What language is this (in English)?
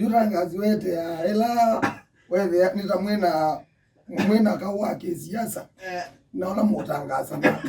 Kamba